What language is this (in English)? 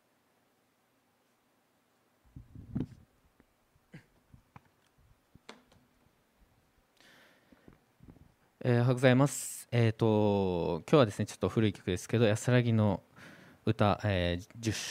Japanese